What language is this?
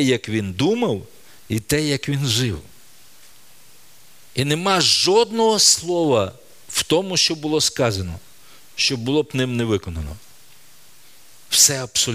Ukrainian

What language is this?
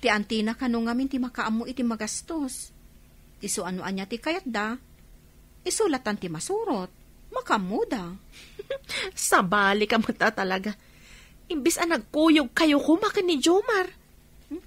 Iloko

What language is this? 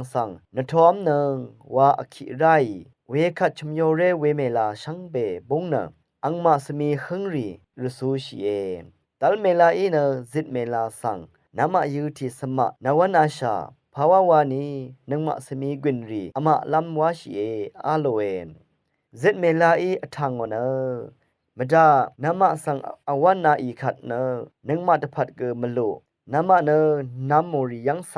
Rawang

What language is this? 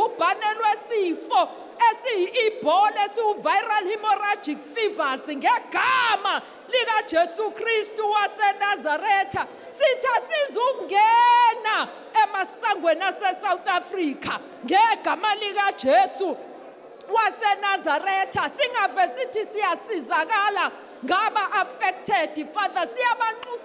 Zulu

